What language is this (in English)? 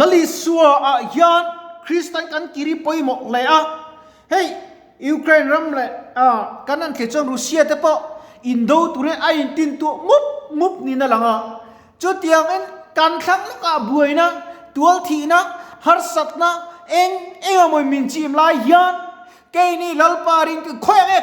Mizo